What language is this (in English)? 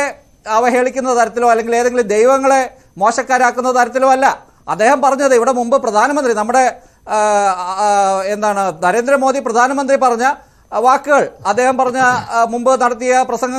Malayalam